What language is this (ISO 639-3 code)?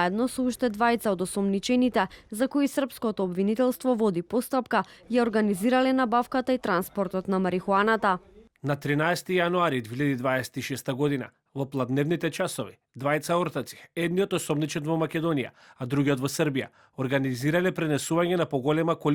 mkd